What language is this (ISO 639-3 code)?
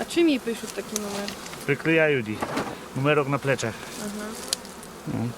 rue